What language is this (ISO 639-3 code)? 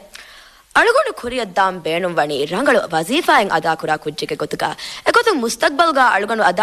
div